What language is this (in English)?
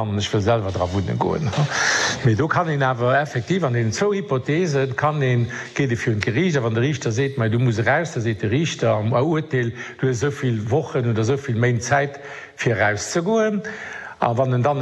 Luxembourgish